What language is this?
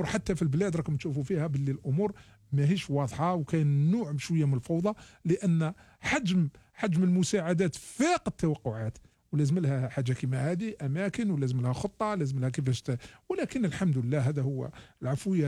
Algerian Arabic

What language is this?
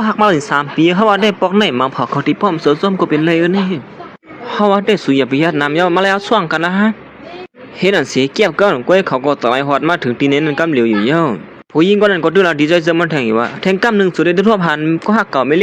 Shan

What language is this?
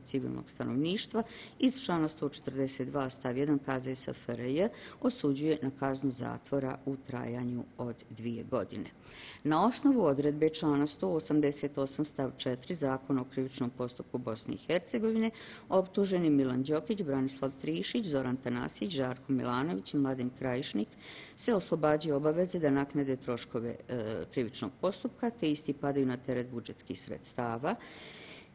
Bosnian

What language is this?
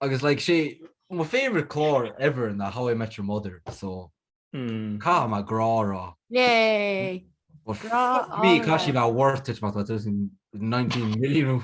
Irish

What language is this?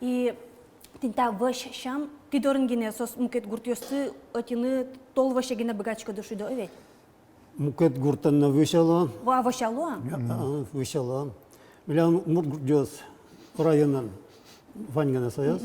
Udmurt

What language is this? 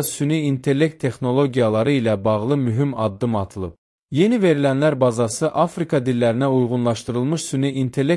Azerbaijani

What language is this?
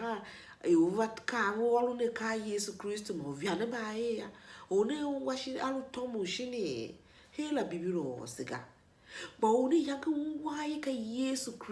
Tiv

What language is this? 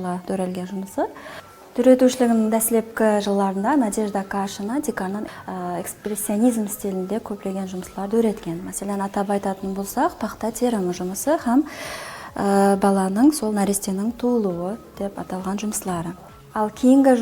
Kara-Kalpak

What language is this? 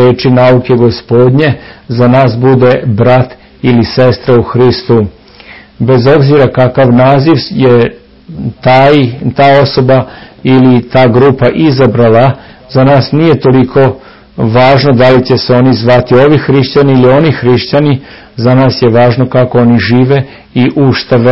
Serbian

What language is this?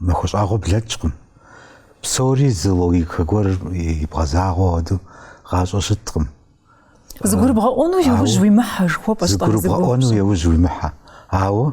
Kabardian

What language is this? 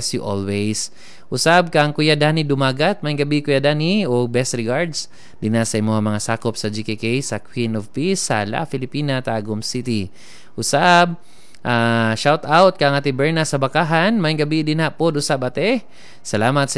Cebuano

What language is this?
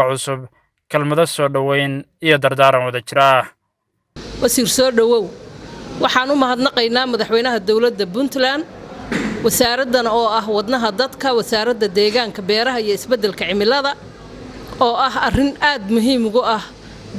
Somali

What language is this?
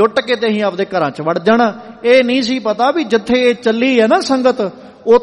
Punjabi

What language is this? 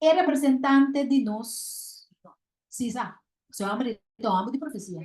Papiamento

